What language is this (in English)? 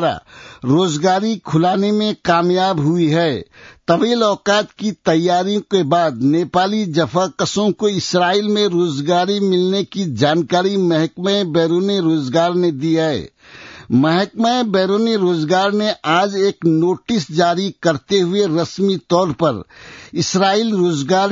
Urdu